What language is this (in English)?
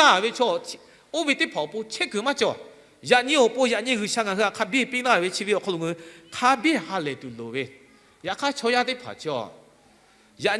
Lahu